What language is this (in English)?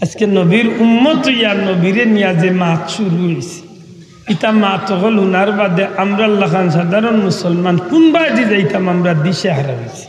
Sylheti